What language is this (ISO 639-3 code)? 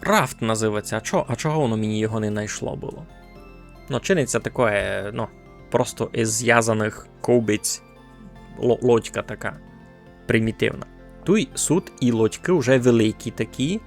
rue